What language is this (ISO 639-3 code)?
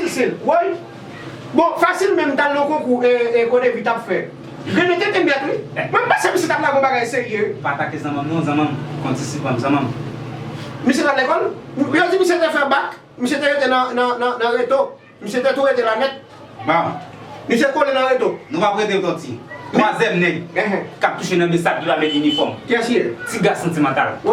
hat